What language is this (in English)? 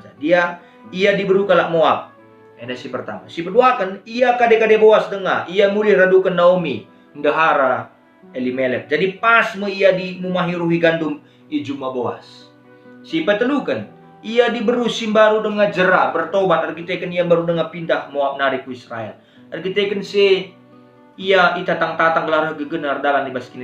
Batak Karo